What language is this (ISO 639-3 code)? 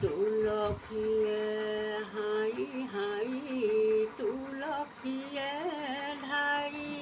asm